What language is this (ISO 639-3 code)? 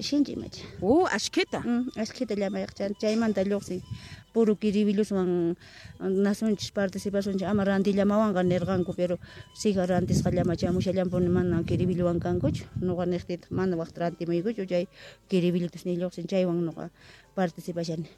que